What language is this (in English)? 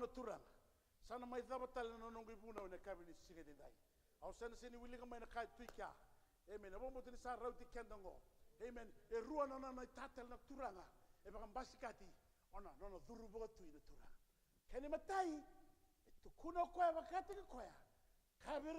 Fijian